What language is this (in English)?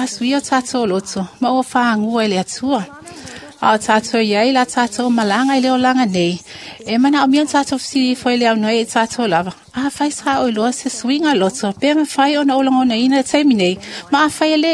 Samoan